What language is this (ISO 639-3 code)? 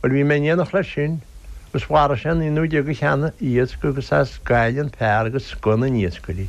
gle